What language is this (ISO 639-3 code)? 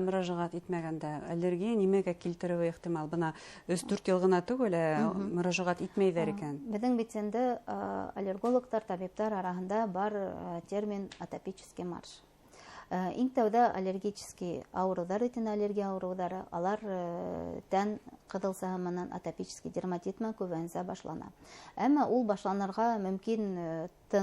bak